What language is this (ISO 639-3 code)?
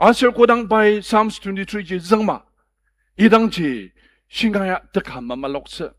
njo